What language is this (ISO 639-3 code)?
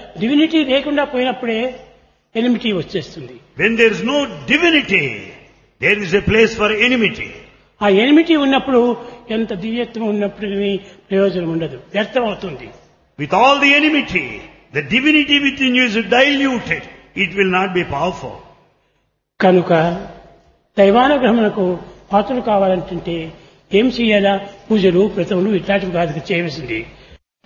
tel